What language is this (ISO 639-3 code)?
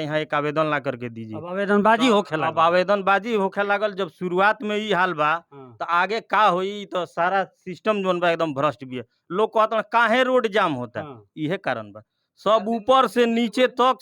bho